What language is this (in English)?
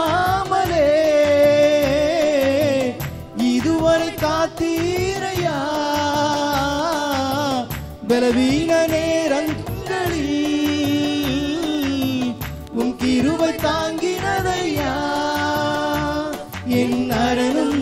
Tamil